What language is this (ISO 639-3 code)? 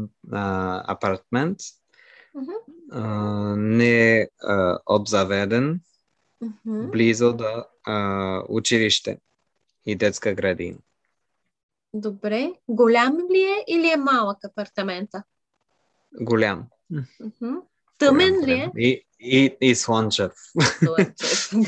bul